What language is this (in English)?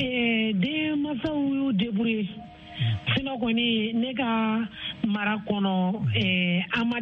Bambara